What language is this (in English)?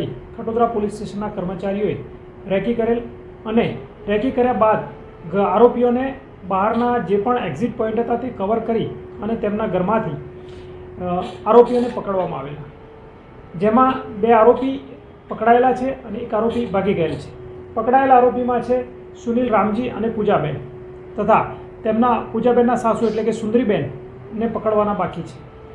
Gujarati